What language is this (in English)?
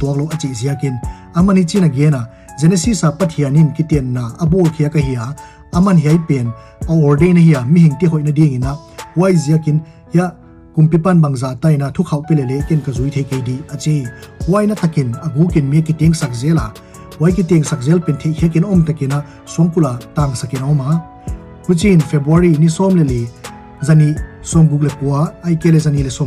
Paite Chin